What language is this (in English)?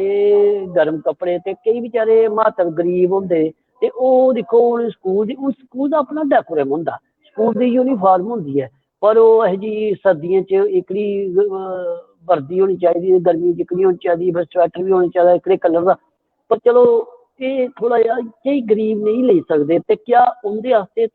Dogri